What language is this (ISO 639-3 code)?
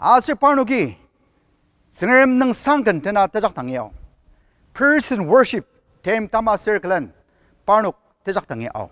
njo